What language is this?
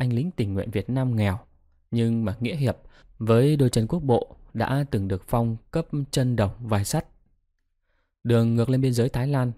Vietnamese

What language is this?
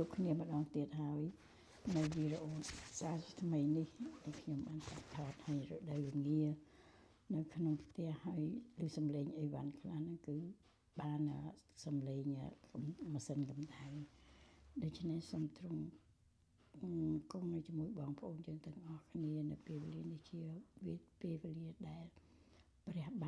Khmer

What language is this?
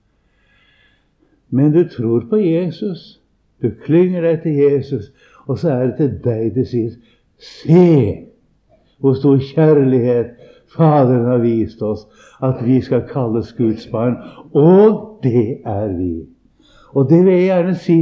Norwegian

